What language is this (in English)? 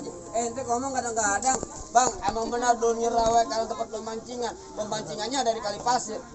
Betawi